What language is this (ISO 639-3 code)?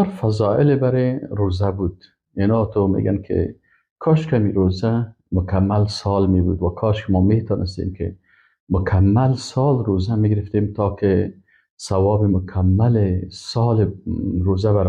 fas